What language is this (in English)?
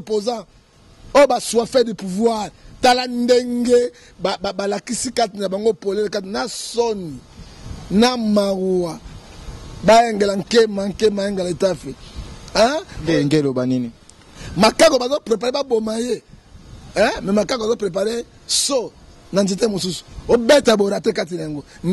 Lingala